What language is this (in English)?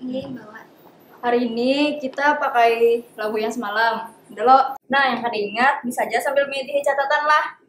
Banjar